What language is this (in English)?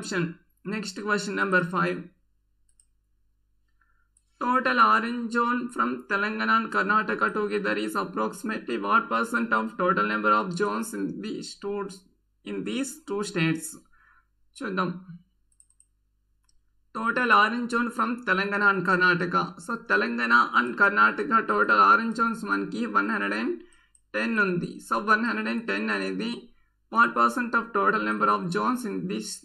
Telugu